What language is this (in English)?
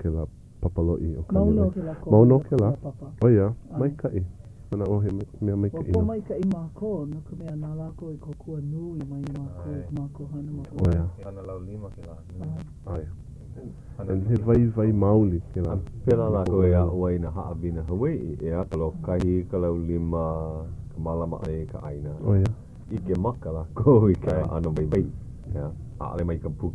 Hawaiian